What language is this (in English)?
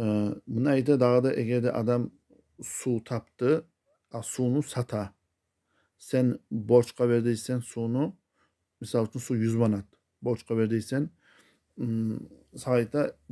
Kumyk